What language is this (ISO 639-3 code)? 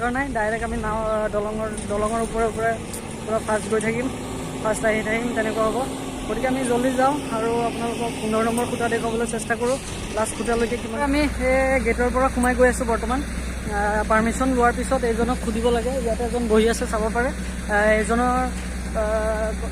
asm